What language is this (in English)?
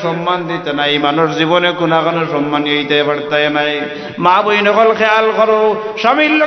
Sylheti